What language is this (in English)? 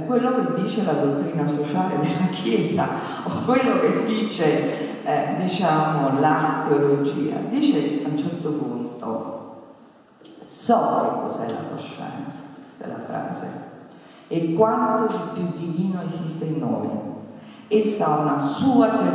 Italian